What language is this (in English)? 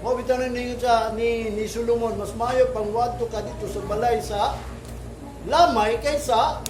Cebuano